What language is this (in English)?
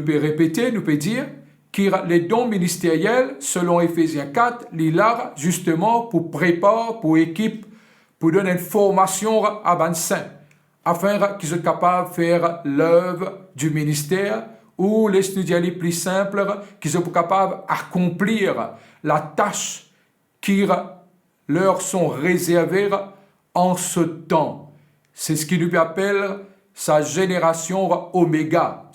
Morisyen